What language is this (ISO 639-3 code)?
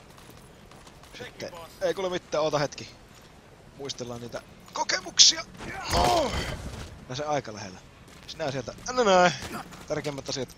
fin